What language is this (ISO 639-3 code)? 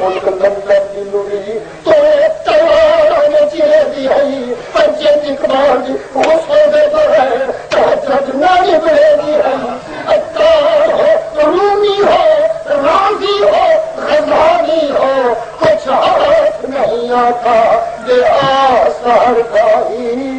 skr